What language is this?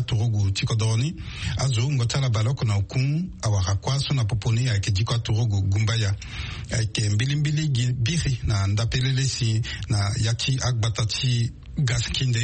Sango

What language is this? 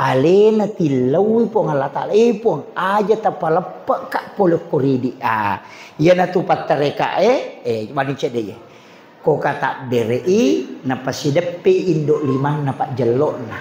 Buginese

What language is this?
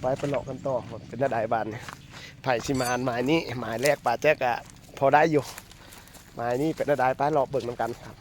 Northeastern Thai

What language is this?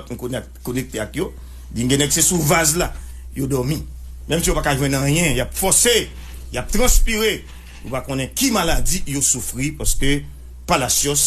Haitian Creole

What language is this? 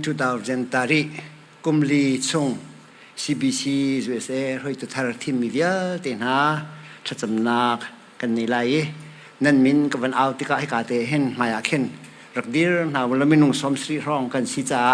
Hakha Chin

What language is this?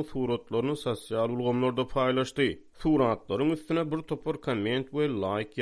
Turkmen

